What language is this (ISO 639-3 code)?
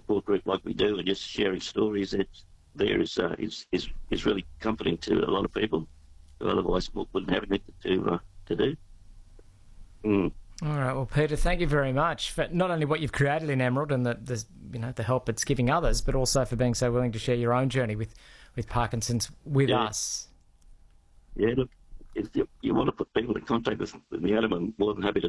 eng